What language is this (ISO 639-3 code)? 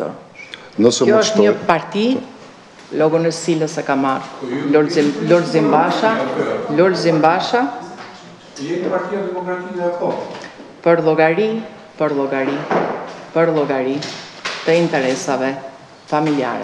sqi